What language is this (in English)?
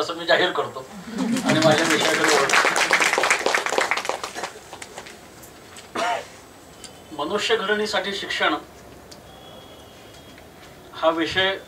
Marathi